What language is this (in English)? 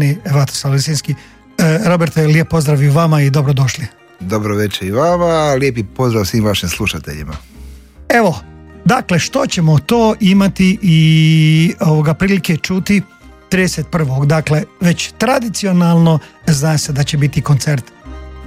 Croatian